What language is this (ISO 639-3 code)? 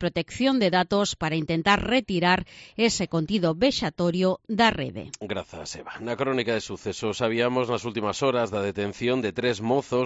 glg